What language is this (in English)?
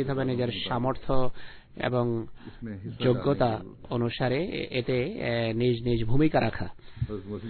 Bangla